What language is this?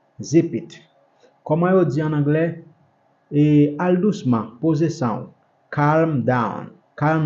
Haitian Creole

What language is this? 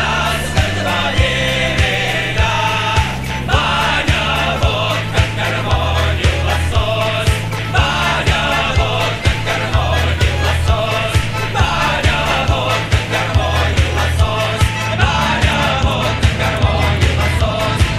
Russian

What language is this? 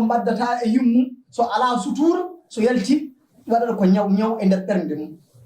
Fula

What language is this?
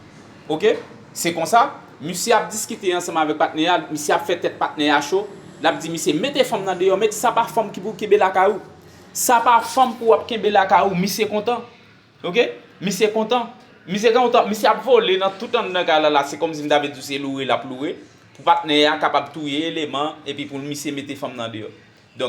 Haitian Creole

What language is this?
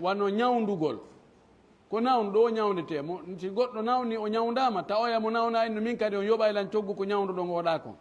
Fula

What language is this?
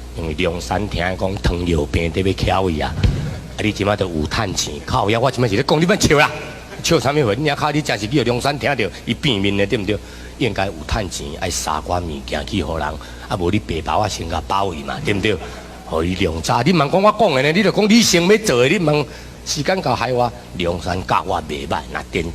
Min Nan Chinese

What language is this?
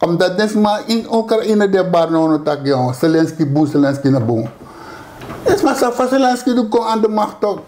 Sranan Tongo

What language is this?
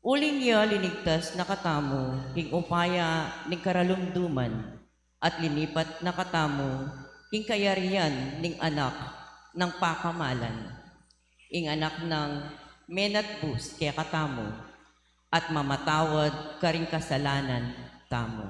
Pampanga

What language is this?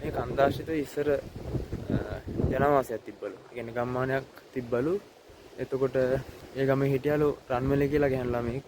Sinhala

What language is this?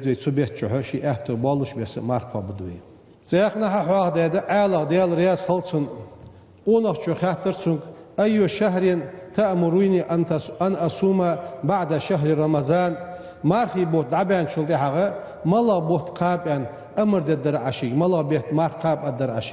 Ingush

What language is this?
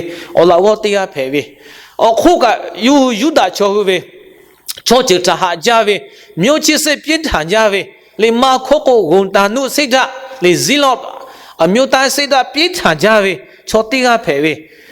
Lahu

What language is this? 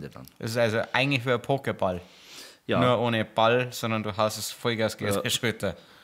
Bavarian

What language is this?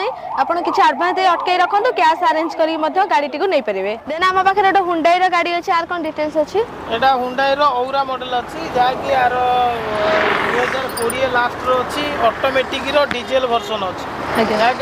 Odia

